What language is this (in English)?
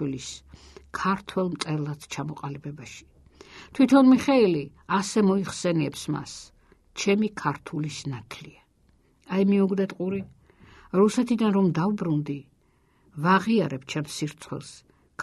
Georgian